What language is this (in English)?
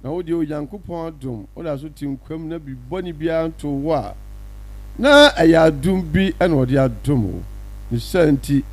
Akan